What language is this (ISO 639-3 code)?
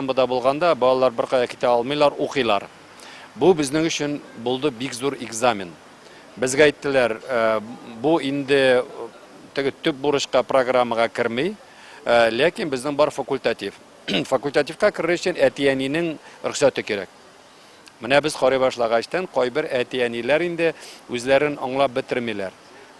tat